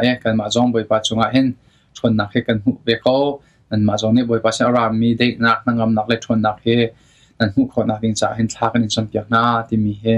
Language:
Hakha Chin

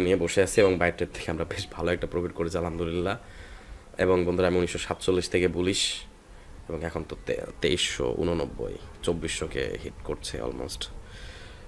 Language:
Bangla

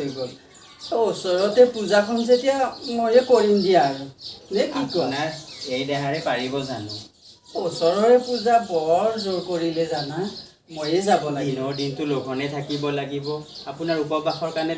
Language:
Assamese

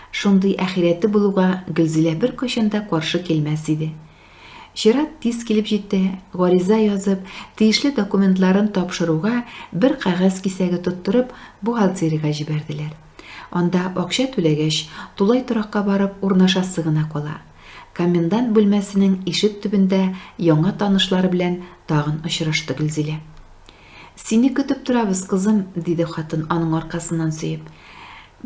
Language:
Tatar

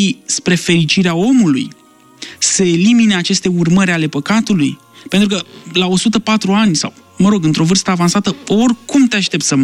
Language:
Romanian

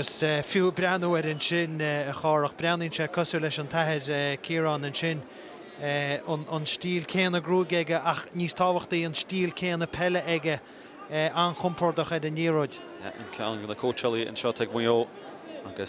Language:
Irish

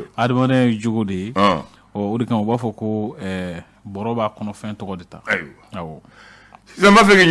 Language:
Bambara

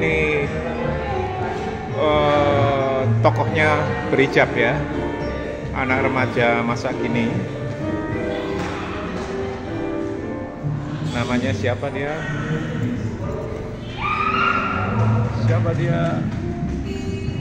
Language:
Indonesian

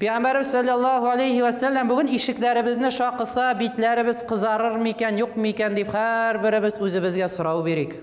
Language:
Tatar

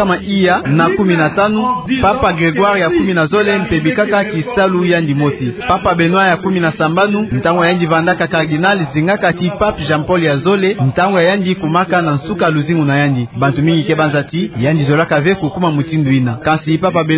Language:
Kituba (Democratic Republic of Congo)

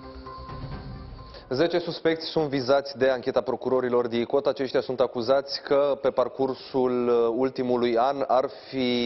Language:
Romanian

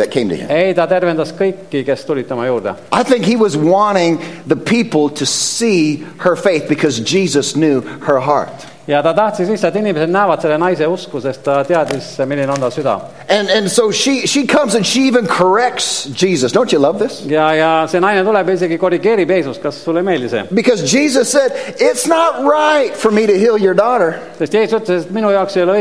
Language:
Estonian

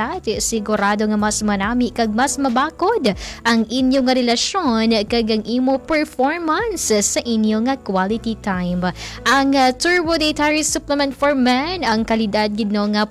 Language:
Hiligaynon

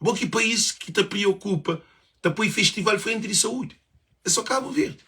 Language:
Kabuverdianu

